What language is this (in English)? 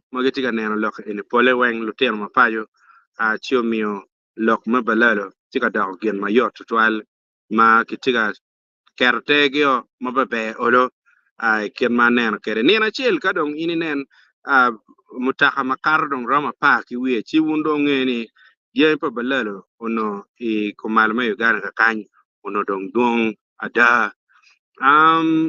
Acoli